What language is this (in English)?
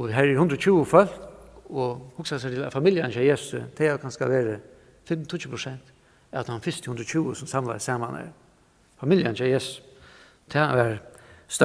Faroese